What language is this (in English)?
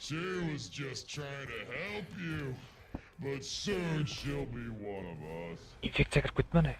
Kara-Kalpak